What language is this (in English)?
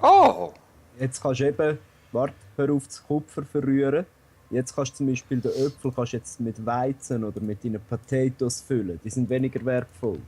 Swiss German